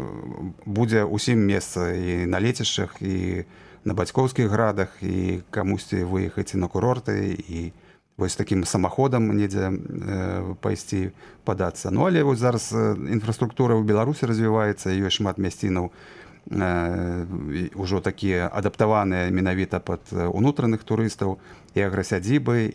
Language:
Belarusian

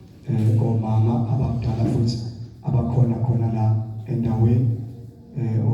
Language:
Zulu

